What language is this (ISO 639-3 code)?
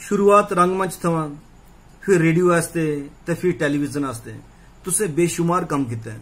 doi